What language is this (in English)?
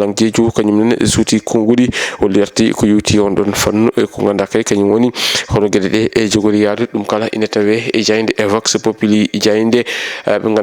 Fula